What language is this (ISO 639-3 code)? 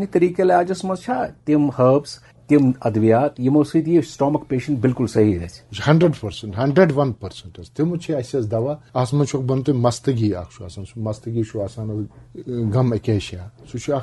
kas